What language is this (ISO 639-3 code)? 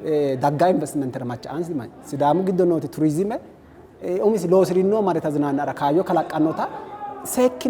sid